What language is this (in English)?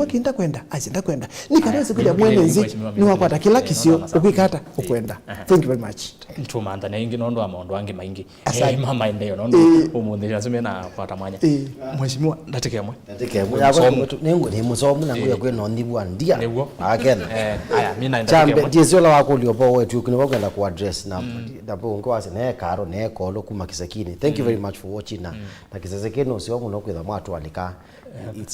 Kamba